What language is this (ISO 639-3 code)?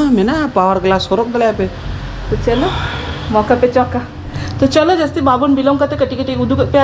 sat